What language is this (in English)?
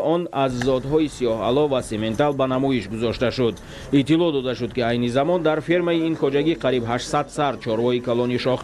Tajik